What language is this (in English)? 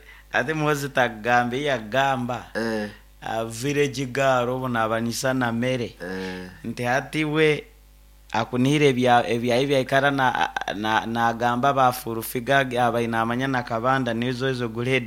Nyoro